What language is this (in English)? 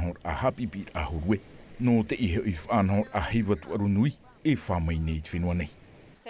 Tahitian